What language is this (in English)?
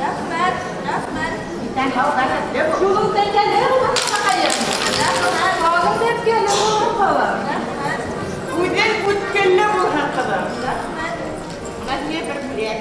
Bashkir